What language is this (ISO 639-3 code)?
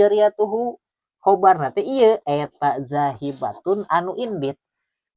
sun